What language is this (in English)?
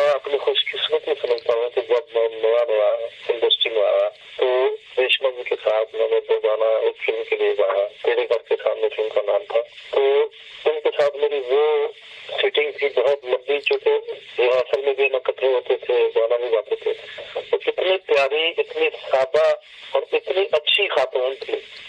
Urdu